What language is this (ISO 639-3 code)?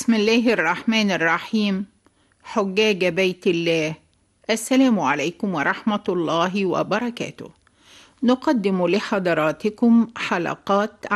ara